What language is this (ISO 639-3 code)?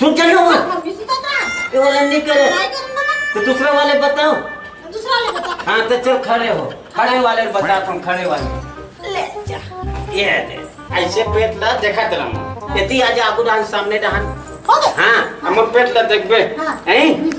hne